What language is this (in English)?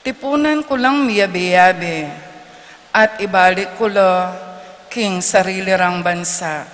Pampanga